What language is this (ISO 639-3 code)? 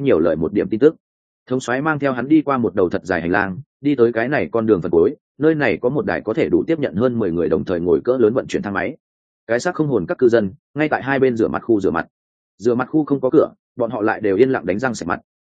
vie